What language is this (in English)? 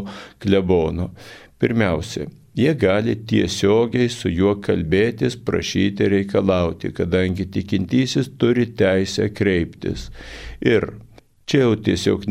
Lithuanian